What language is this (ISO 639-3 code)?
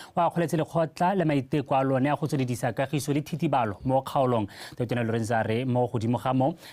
tsn